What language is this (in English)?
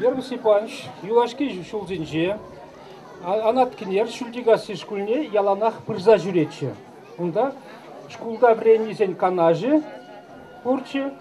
Chuvash